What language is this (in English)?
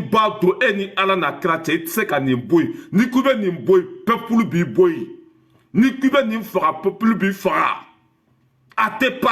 Bambara